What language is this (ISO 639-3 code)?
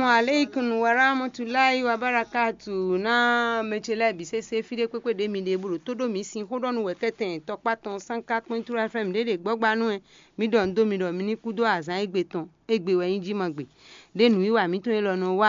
fon